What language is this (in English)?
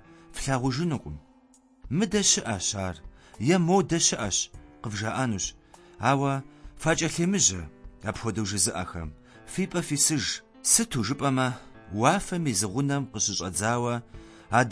Kabardian